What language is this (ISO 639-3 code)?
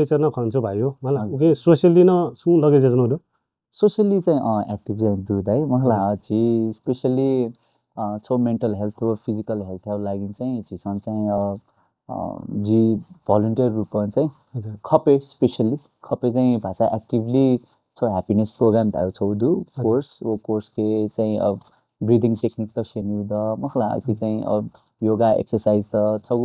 new